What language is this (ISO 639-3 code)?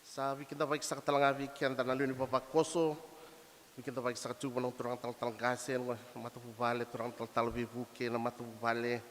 fij